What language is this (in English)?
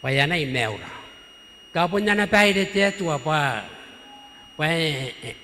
Gilbertese